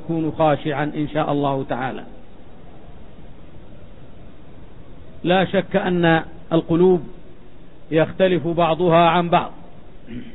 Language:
Arabic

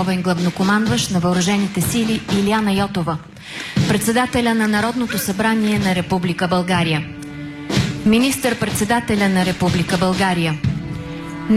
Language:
Bulgarian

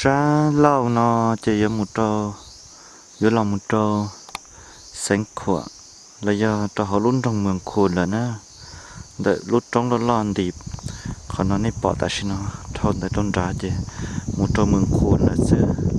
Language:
Hmong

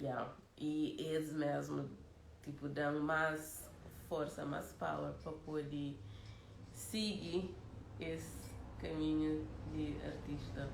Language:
Kabuverdianu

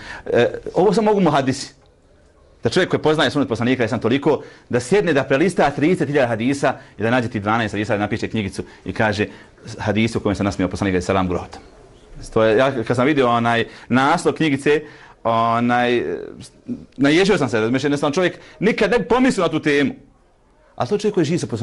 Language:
Bosnian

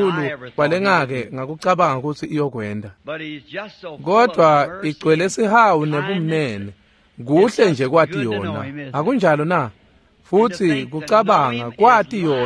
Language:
Swati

